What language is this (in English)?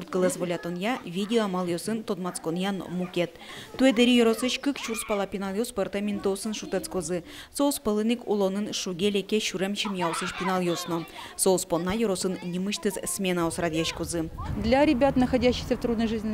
Udmurt